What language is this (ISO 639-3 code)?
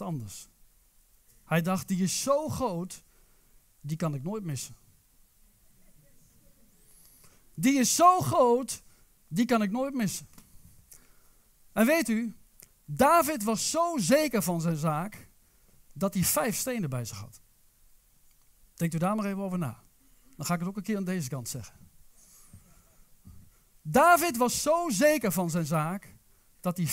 nld